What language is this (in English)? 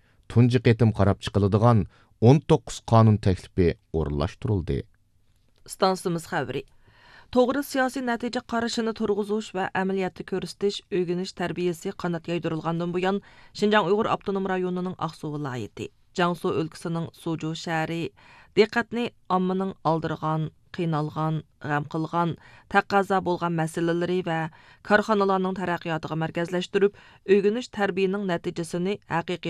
Uyghur